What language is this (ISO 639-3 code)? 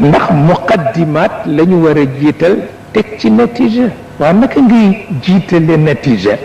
wol